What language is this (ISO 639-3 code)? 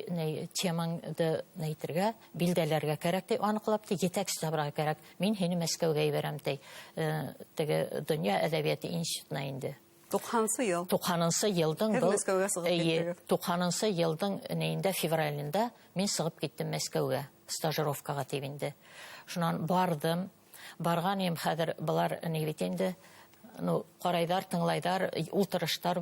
bak